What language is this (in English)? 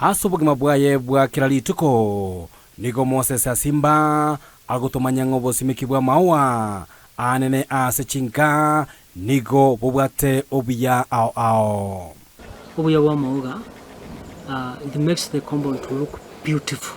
Gusii